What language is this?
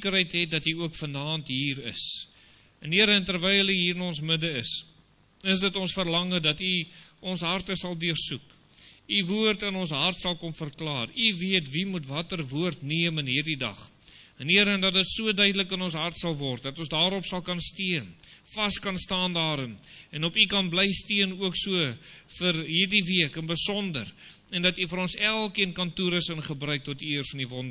Afrikaans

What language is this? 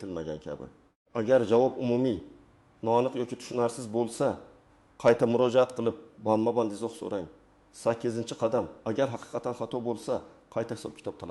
Uzbek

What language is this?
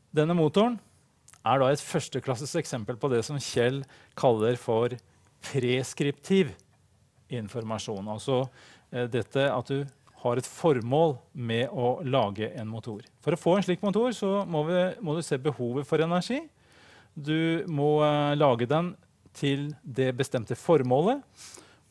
Norwegian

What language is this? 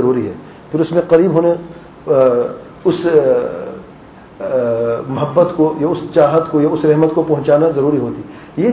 Urdu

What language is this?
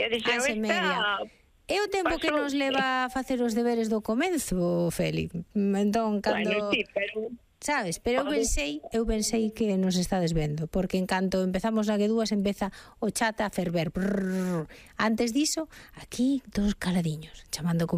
Galician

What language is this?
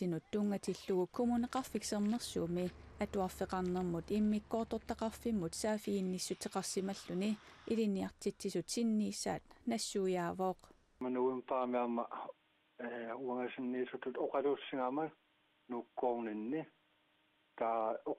Kalaallisut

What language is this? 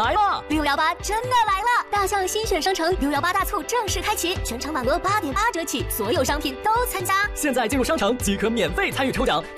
Chinese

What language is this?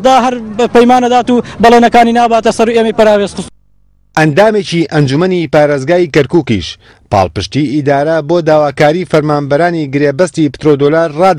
Central Kurdish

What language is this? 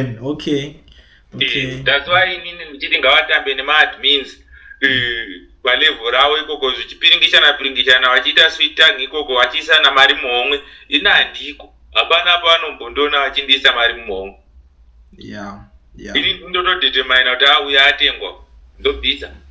Shona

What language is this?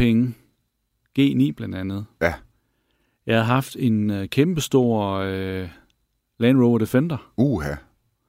Danish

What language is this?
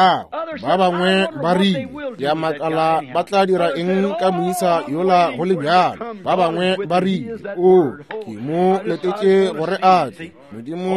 Northern Sotho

